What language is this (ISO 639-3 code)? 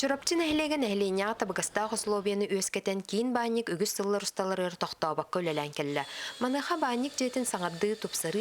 sah